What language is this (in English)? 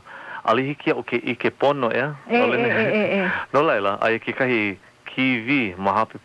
Hawaiian